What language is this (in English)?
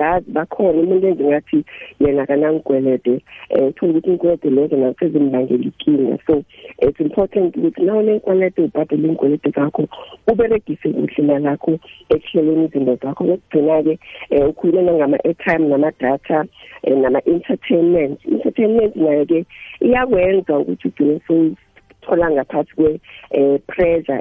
South Ndebele